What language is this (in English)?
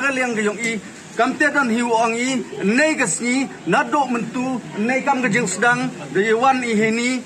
Pnar